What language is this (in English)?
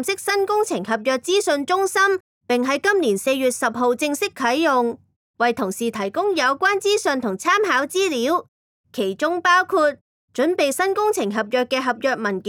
Cantonese